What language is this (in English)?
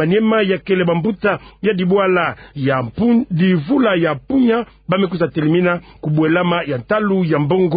Kituba (Democratic Republic of Congo)